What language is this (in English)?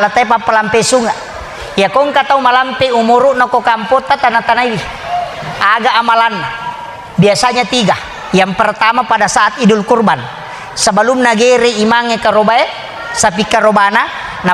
Buginese